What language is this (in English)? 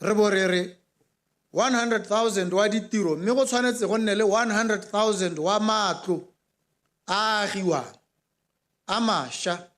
Tswana